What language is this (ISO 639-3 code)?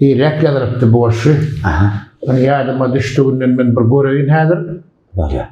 tuk